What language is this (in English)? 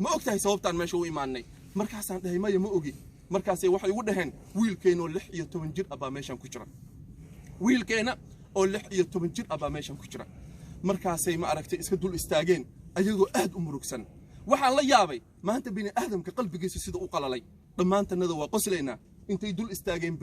Somali